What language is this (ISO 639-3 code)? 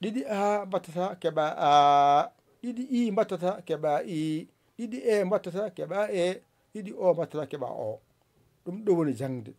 ful